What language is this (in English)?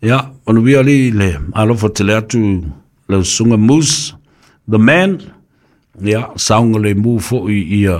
Samoan